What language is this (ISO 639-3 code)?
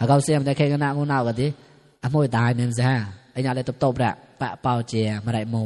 mnw